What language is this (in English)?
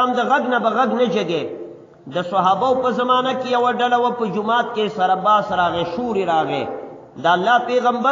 Pashto